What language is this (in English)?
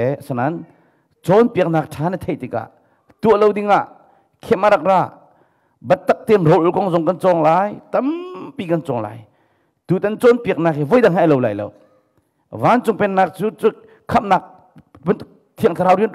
Hakha Chin